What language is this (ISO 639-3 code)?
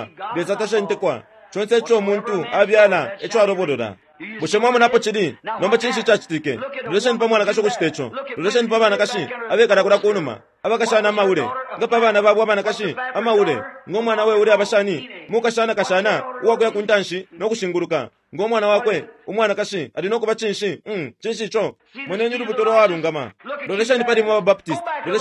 bem